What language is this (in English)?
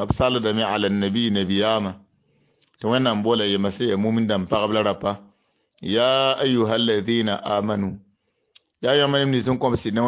Mossi